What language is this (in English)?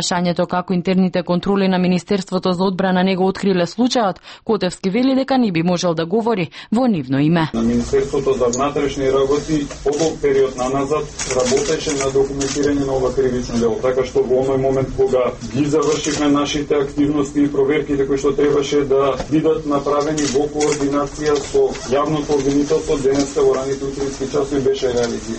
Macedonian